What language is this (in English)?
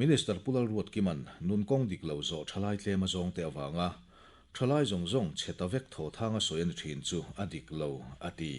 Mizo